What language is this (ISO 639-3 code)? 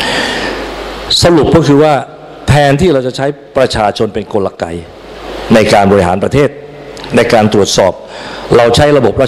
tha